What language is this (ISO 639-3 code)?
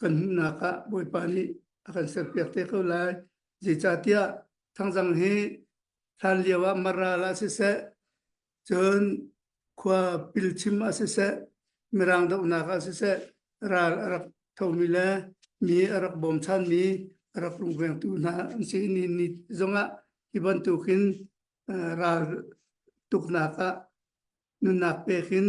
cnh